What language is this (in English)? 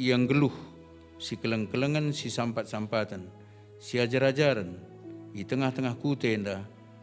Batak Karo